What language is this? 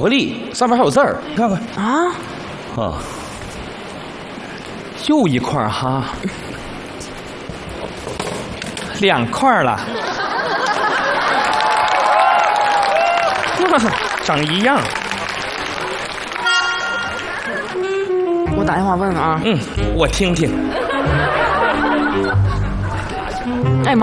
Chinese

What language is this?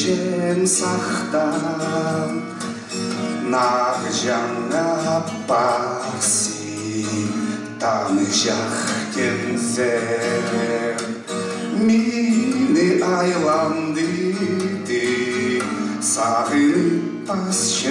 Khakas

